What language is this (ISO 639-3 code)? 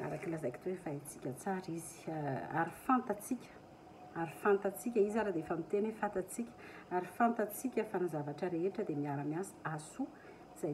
mlg